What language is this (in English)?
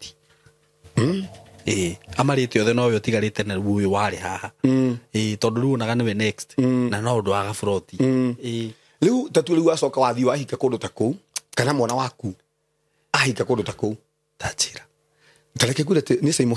Kikuyu